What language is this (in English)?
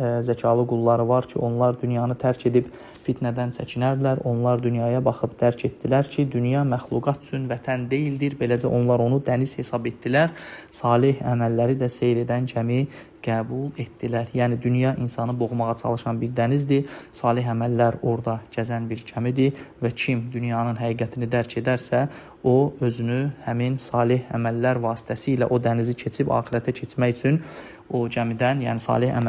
Azerbaijani